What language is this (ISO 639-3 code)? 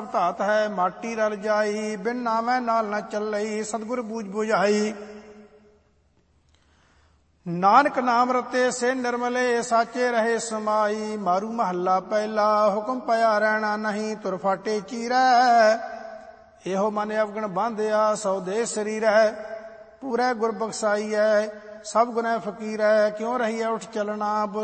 pan